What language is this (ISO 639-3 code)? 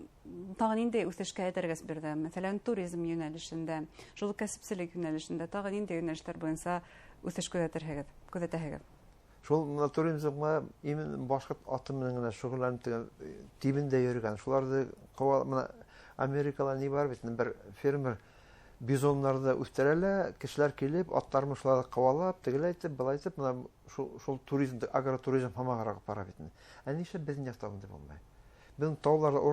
bak